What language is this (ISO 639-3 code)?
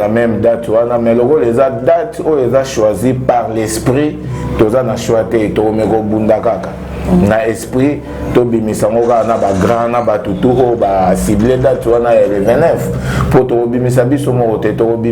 lin